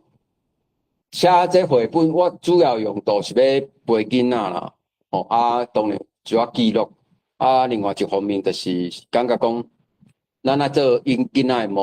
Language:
Min Nan Chinese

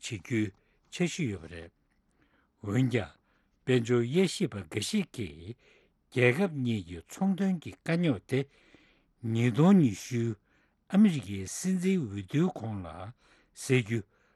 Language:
Tibetan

